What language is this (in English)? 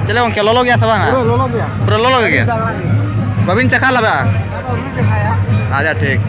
Santali